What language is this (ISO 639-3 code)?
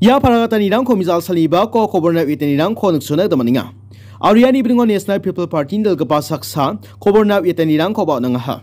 grt